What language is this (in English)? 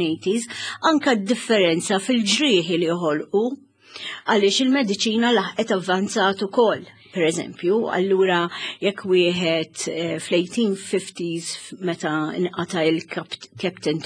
Maltese